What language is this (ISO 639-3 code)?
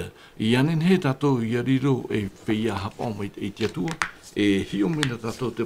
tah